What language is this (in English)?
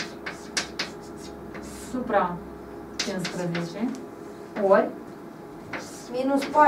Romanian